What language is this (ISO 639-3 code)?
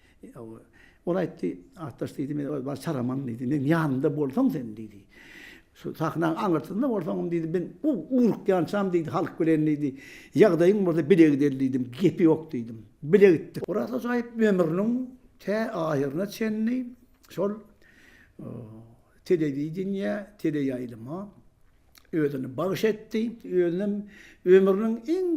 tuk